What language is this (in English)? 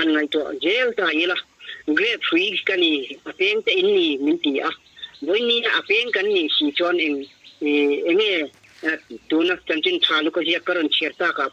Mizo